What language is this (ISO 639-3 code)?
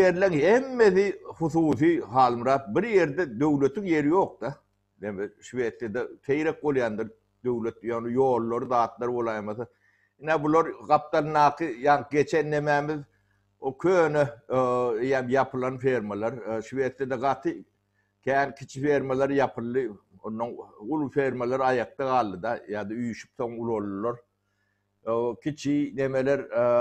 tuk